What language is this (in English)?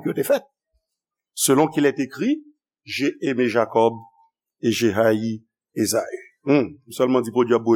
Haitian Creole